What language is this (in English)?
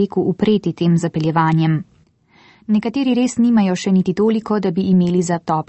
Slovenian